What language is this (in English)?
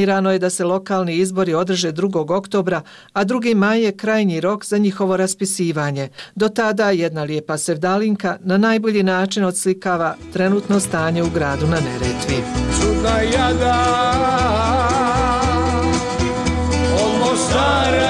Bosnian